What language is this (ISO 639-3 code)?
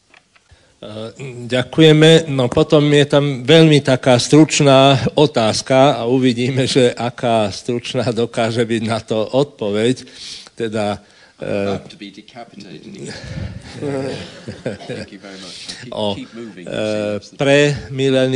slk